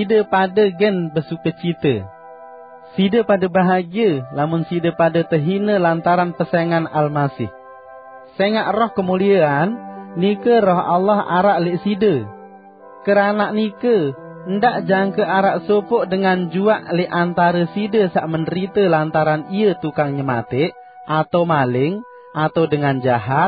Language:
Sasak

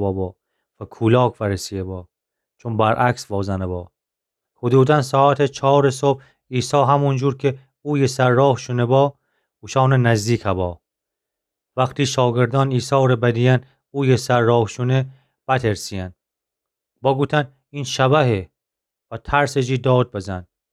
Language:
Gilaki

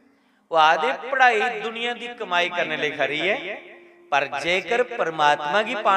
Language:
Dogri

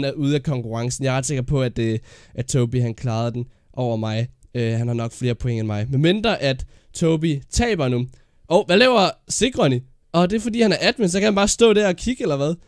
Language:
Danish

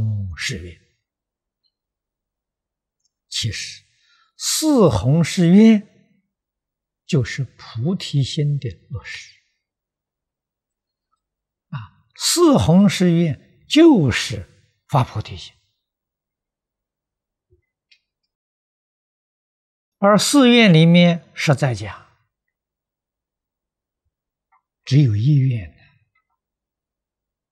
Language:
Chinese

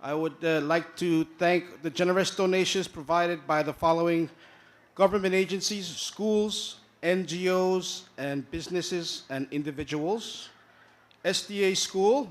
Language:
Pohnpeian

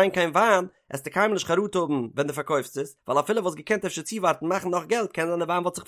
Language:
Yiddish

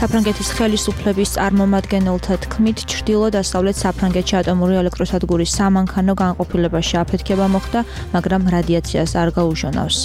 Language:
Georgian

